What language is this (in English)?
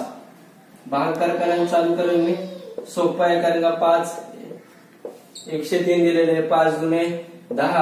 Marathi